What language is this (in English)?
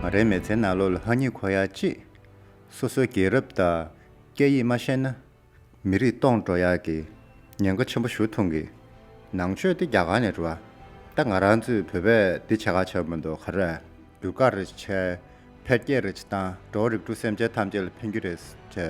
Tibetan